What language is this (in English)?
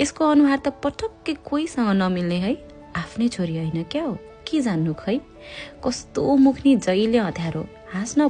Nepali